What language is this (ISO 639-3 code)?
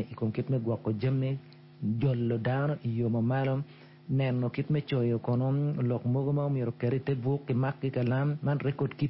ach